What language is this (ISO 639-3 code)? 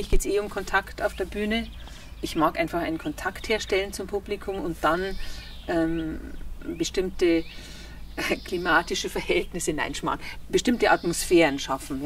bar